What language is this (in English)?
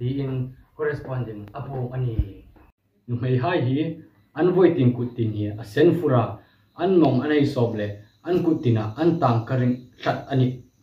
Hmar